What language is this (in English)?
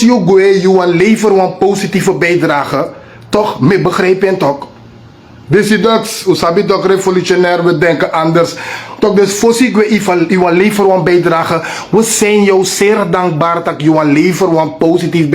Sranan Tongo